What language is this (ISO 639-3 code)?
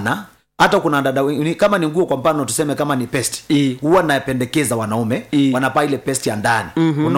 swa